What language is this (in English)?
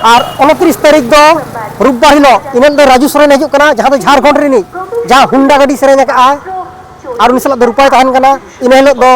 Santali